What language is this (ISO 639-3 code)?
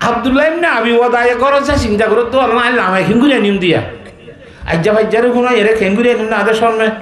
rhg